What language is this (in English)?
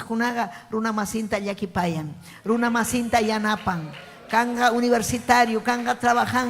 Ayacucho Quechua